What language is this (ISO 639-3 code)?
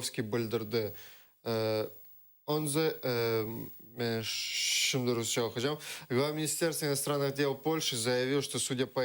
crh